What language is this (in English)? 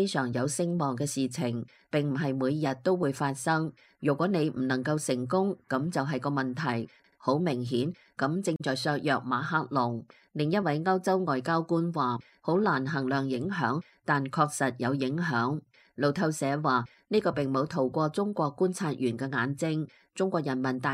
Cantonese